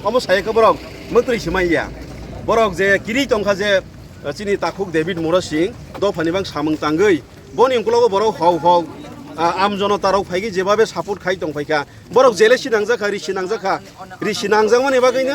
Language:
Kok Borok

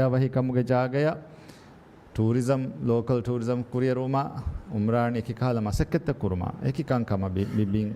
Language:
Divehi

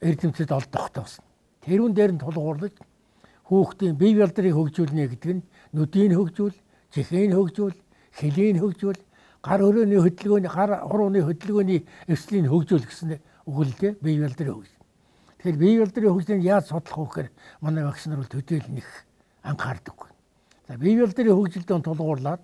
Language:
Mongolian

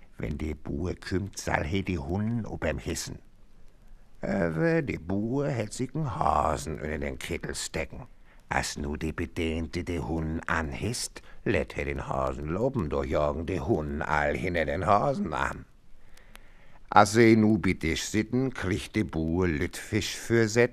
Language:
German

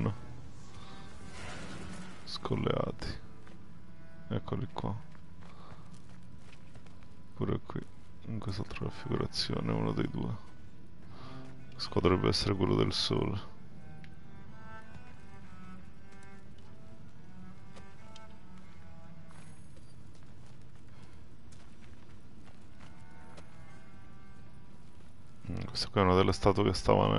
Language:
Italian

